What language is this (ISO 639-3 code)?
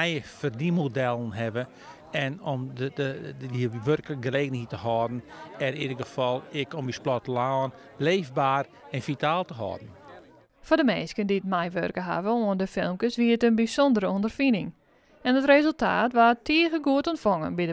fry